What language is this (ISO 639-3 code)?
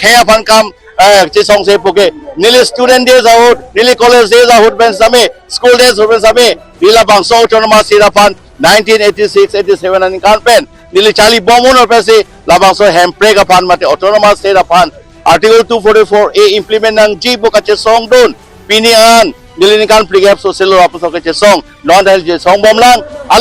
mjw